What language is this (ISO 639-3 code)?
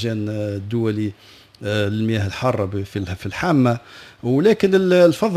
aeb